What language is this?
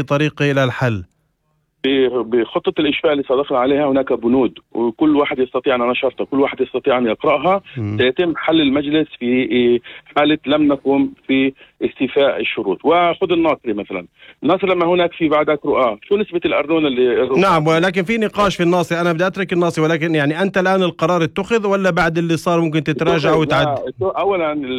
North Levantine Arabic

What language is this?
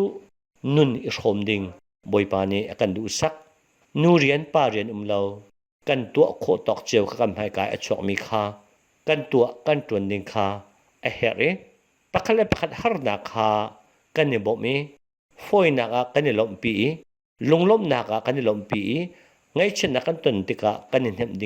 Hakha Chin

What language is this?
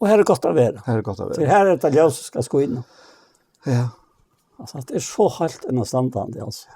Faroese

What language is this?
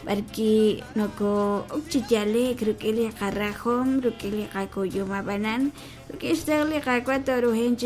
Kekchí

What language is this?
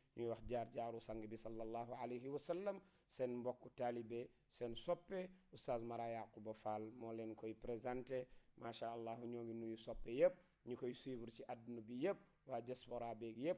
Wolof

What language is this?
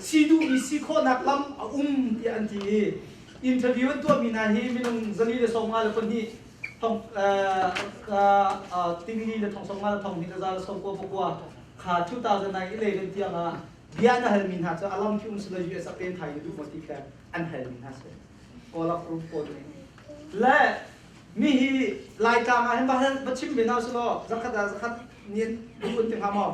Hakha Chin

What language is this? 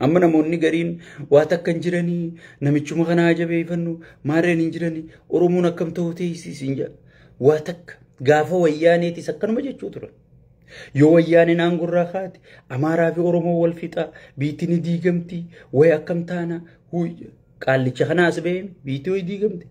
Oromo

